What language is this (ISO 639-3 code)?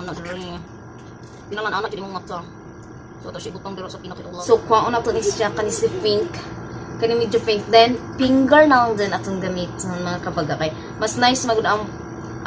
ceb